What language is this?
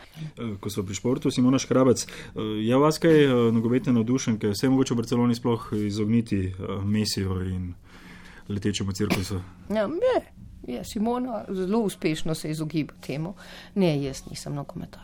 Slovenian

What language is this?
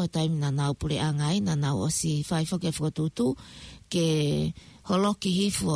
Tongan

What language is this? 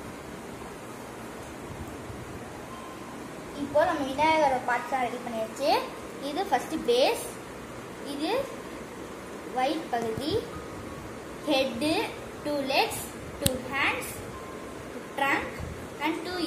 Tamil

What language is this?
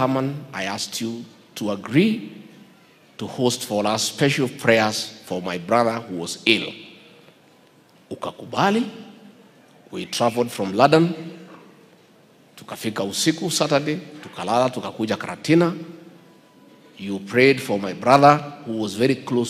Swahili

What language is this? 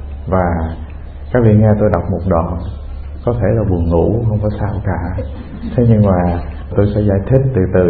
Vietnamese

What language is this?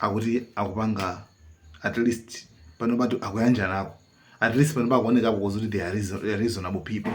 Nyanja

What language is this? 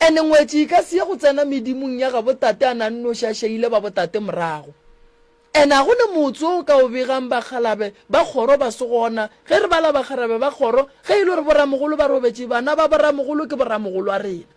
Northern Sotho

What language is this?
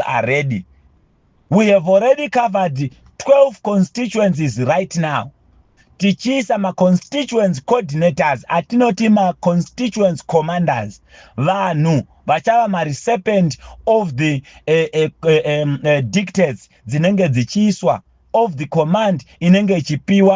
Shona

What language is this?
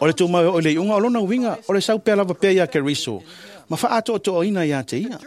Samoan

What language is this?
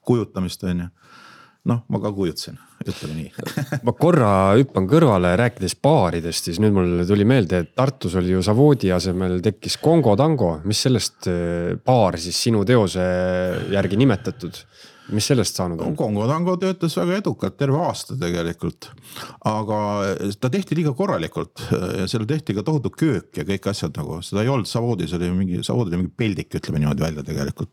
Estonian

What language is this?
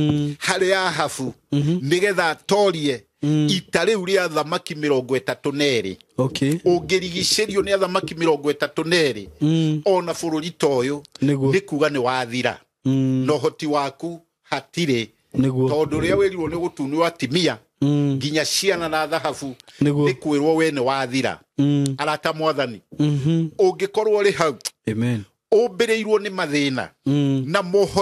Kikuyu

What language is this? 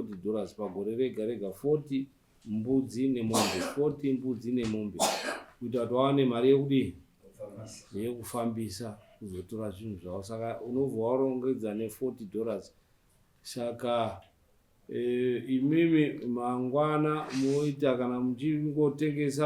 Shona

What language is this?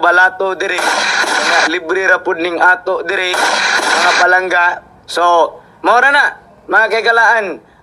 Cebuano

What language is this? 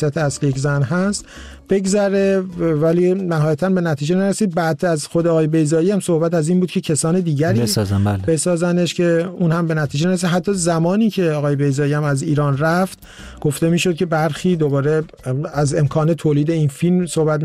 Persian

